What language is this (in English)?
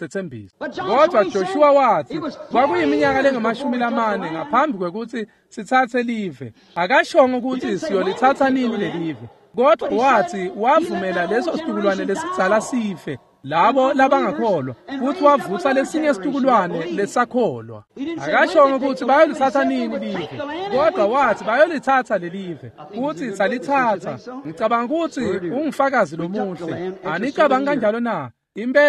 Swati